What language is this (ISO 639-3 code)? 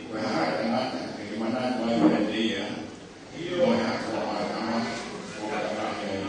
ton